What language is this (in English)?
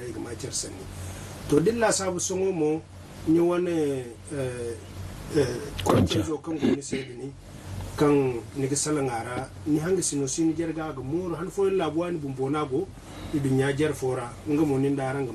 Zarma